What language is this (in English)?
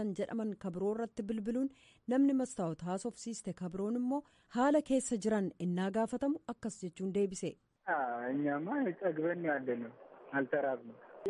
Oromo